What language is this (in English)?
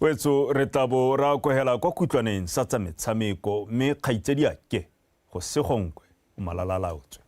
Tswana